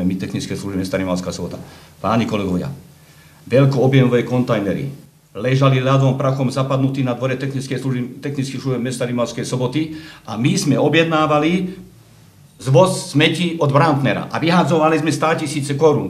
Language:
Slovak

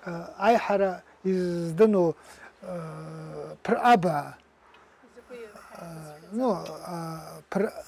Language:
Abkhazian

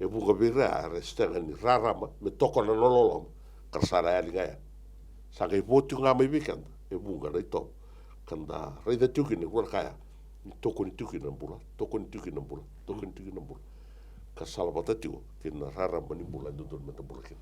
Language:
Fijian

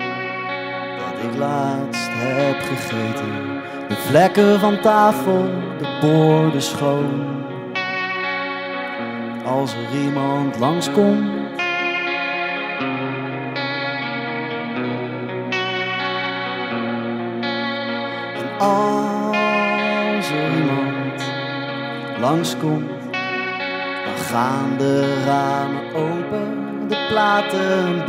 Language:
Dutch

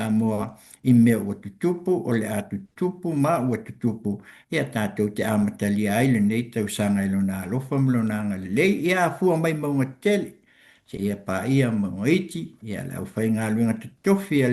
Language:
Samoan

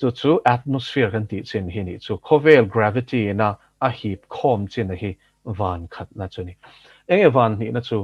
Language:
Mizo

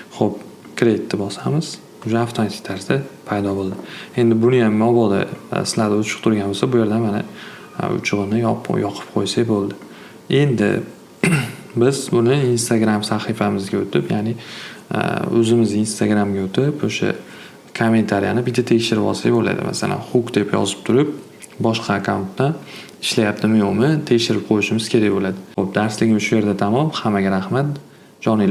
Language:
Uzbek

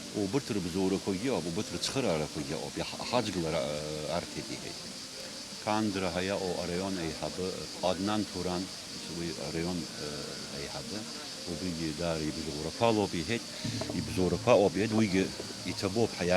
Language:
Abkhazian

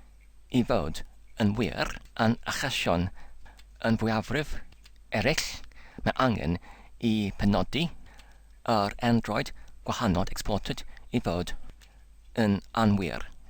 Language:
Welsh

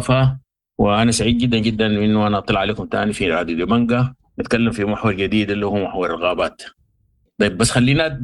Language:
Sudanese Arabic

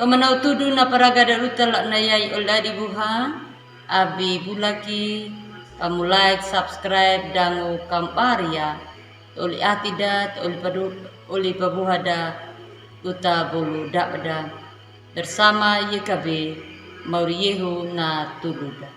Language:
Anakalangu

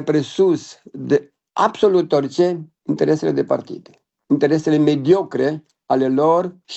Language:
Romanian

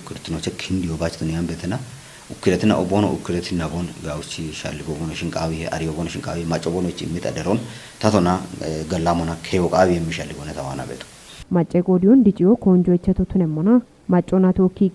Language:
Kafa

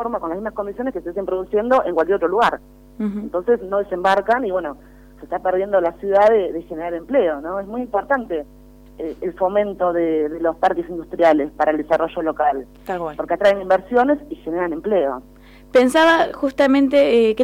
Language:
Spanish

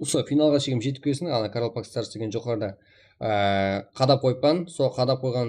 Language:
Kara-Kalpak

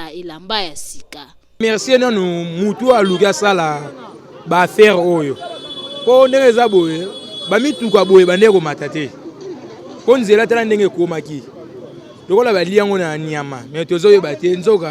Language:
Lingala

